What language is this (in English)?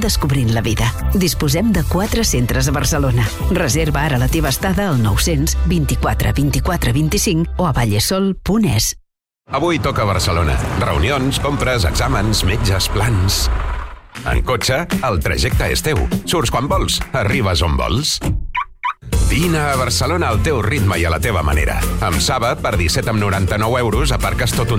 Catalan